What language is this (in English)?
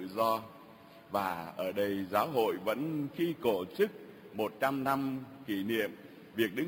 Vietnamese